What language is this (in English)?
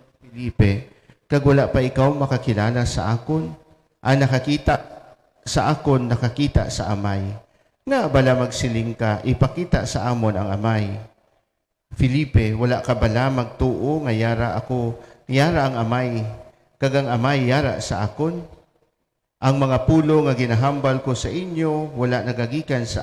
Hiligaynon